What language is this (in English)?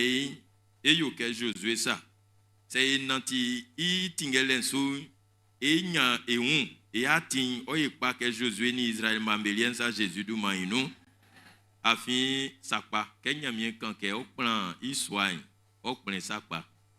Baoulé